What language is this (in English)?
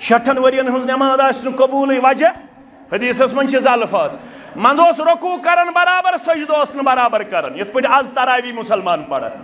Kashmiri